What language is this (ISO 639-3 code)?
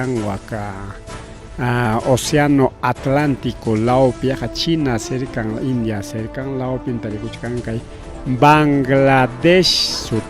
quy